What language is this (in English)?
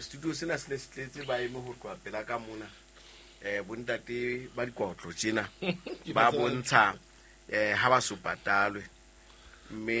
Southern Sotho